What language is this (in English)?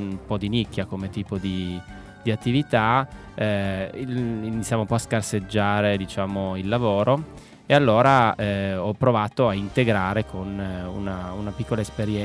Italian